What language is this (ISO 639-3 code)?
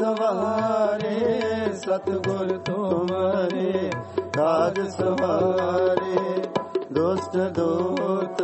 pan